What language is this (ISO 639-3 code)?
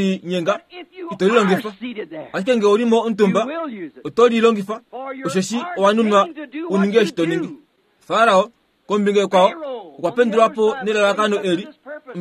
kua